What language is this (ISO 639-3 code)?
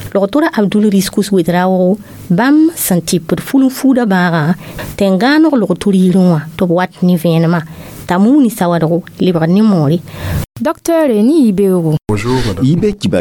mos